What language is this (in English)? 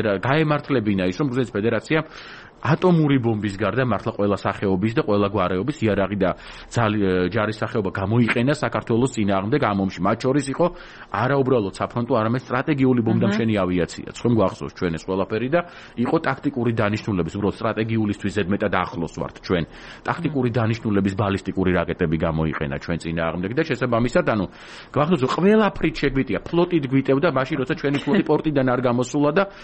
Georgian